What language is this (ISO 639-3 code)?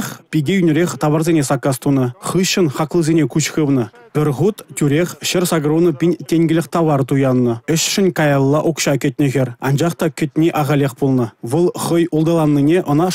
chv